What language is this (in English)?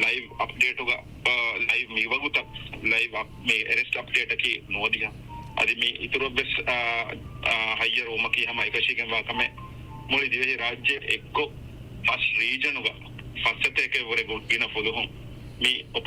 Divehi